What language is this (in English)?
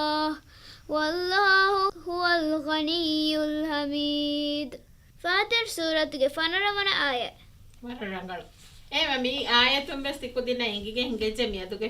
Divehi